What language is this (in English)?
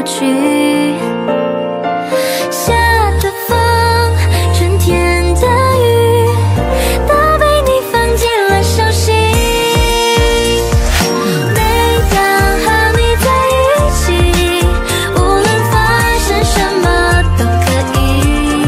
Chinese